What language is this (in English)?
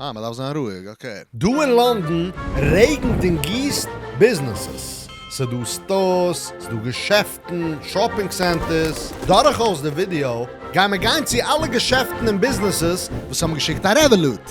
Yiddish